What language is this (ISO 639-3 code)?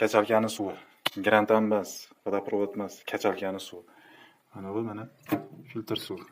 uzb